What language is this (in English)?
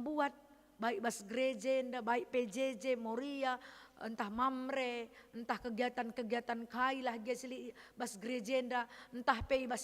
Batak Karo